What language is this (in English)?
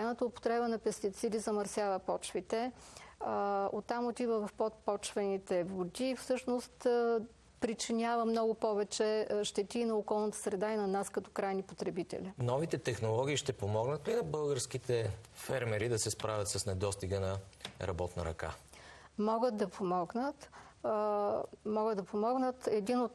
Bulgarian